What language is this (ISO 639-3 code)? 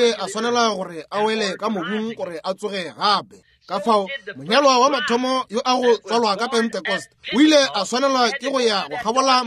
nso